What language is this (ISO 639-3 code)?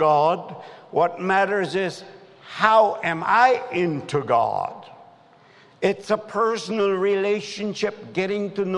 eng